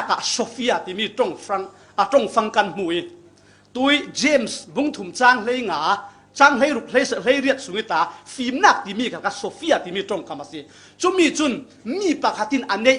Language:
Falam Chin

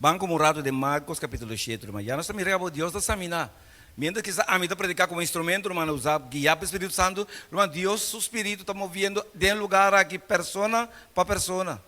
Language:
Papiamento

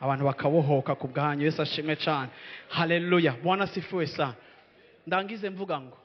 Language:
Rundi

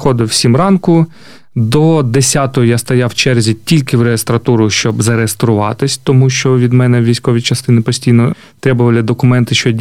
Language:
Ukrainian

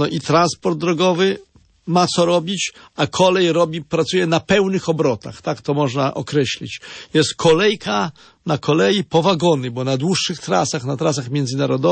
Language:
Polish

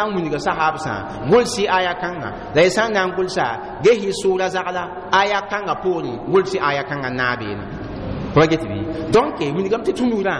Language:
Mossi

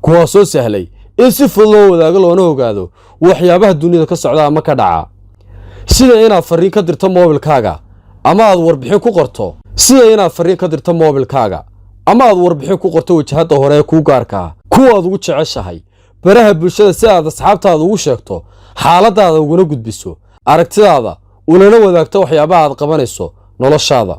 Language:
Somali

